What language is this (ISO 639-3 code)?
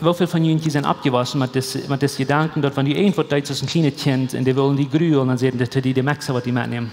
pdt